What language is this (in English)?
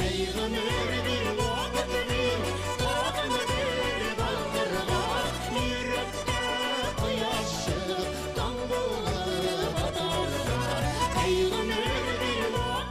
Bashkir